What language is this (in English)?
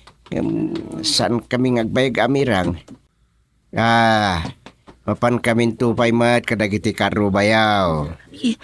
Iloko